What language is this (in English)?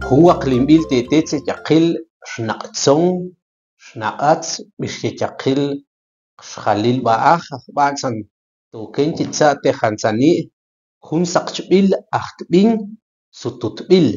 Tektiteko